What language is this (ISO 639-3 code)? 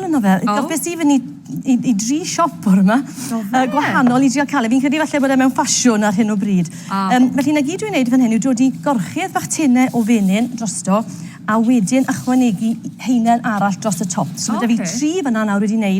cym